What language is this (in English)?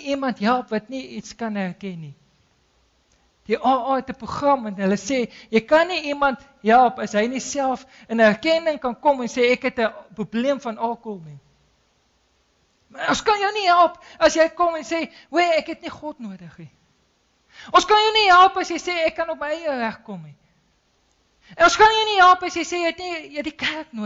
Afrikaans